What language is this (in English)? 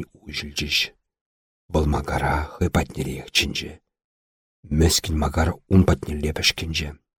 Chuvash